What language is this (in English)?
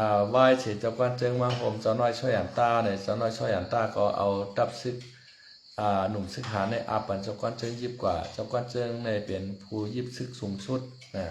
Shan